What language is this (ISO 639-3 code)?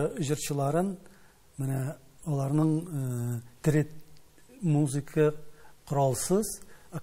tat